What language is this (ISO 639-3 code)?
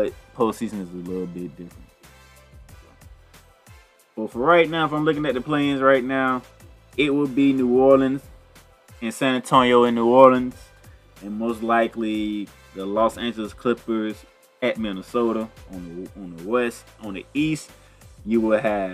eng